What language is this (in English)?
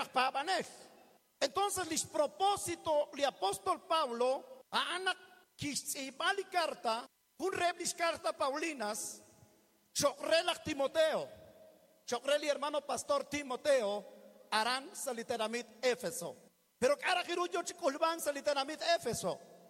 Kekchí